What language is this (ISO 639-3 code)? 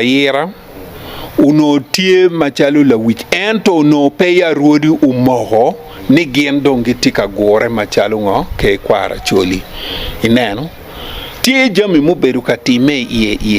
ach